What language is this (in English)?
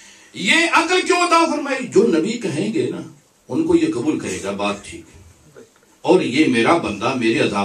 Urdu